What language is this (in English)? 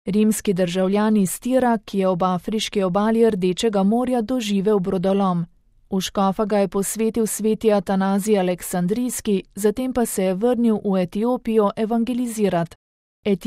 Slovenian